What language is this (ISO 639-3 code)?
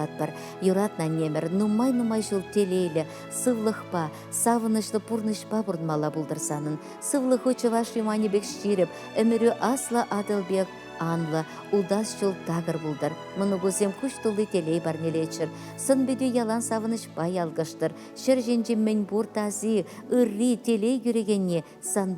chv